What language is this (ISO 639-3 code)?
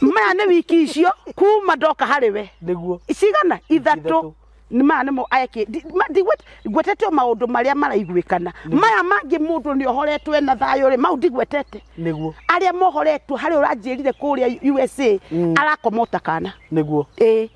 kik